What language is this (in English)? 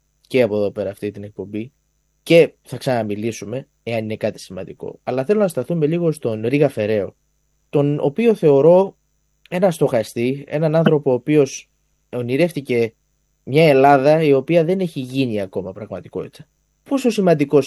Greek